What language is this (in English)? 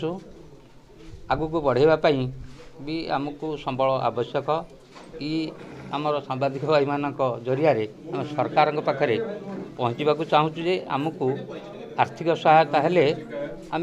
Odia